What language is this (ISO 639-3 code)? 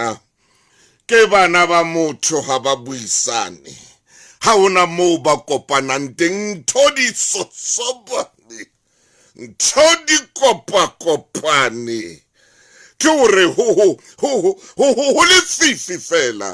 sot